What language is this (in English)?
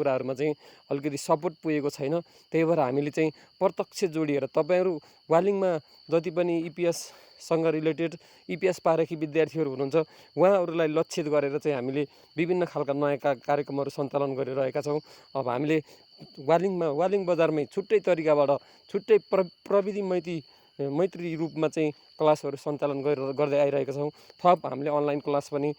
Nepali